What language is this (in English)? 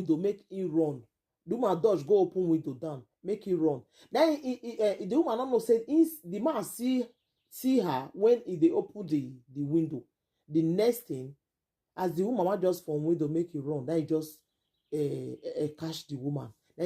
Nigerian Pidgin